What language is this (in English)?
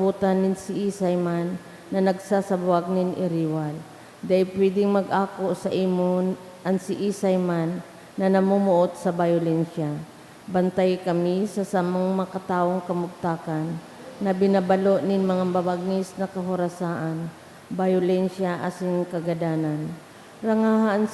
Bikol